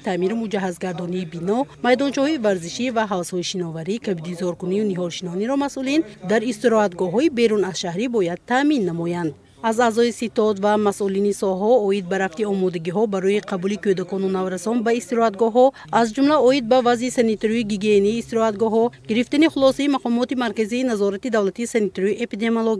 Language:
Tajik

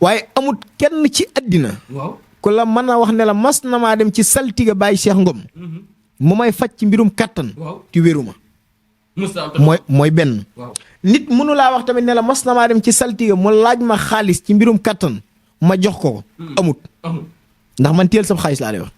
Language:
Wolof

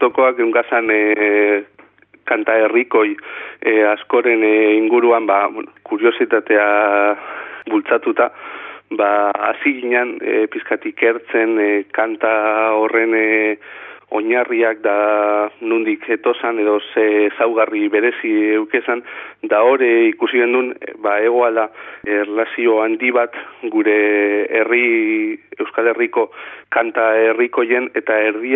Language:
Basque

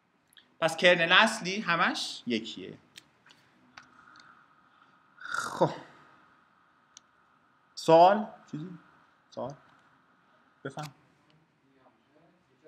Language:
Persian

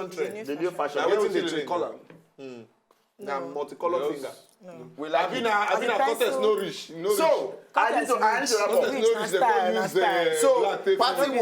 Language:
Nigerian Pidgin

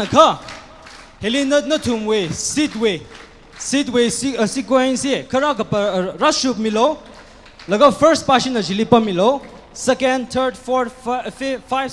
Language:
Tangkhul Naga (India)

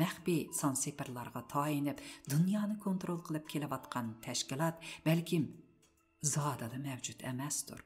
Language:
Uyghur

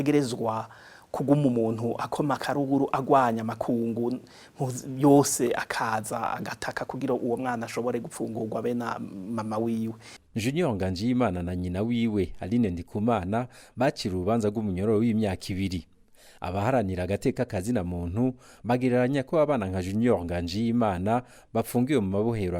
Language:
Rundi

